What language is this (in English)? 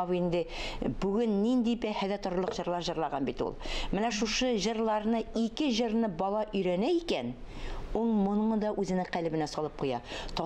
Tatar